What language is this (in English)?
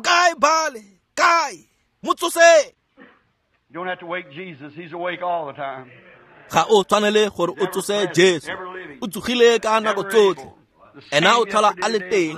Tswana